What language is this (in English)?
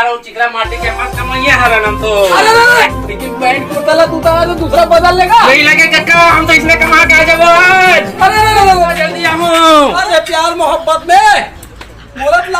Chhattisgarhi